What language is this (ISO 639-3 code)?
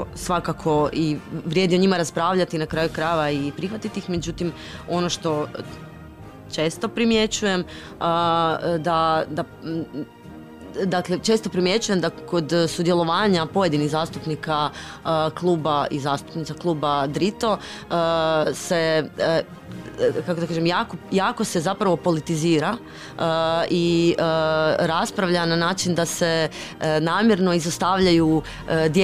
hrv